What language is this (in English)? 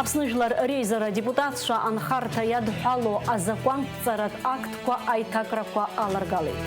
Abkhazian